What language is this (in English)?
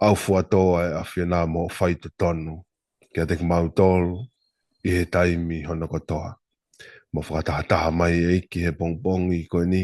Tongan